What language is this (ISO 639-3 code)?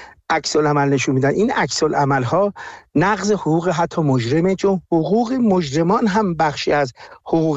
fas